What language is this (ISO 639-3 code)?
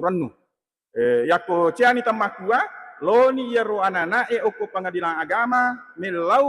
bug